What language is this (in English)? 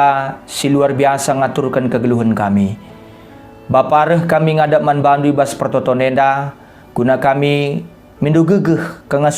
Batak Karo